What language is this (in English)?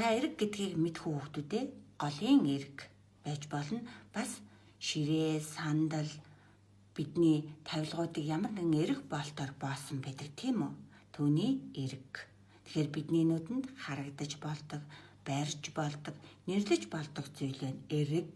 Mongolian